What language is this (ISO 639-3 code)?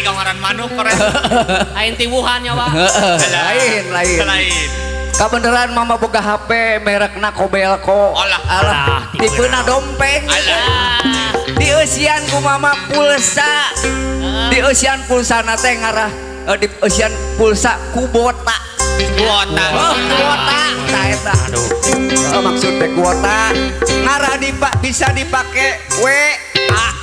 sun